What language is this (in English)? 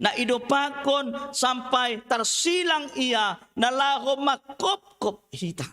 Batak Simalungun